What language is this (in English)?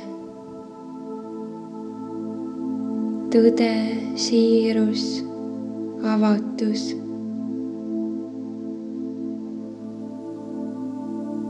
Estonian